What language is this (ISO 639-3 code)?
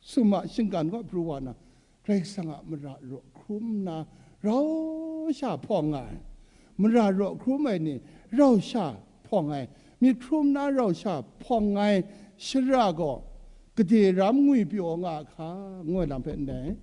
kac